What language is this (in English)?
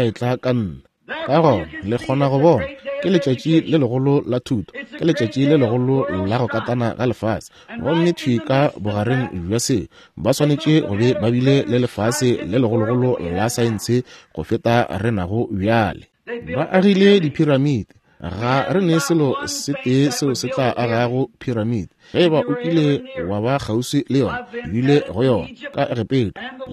Northern Sotho